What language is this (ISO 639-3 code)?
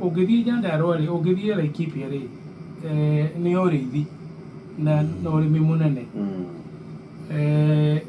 kik